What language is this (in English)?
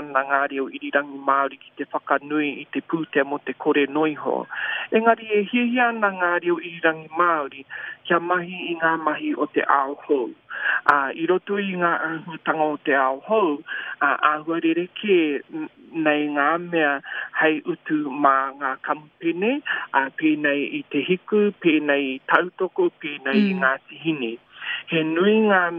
Māori